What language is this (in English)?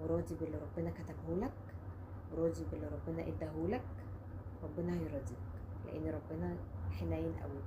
Egyptian Arabic